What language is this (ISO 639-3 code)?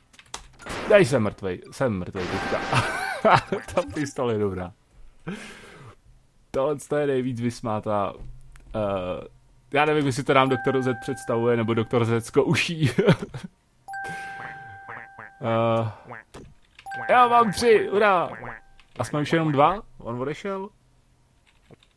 ces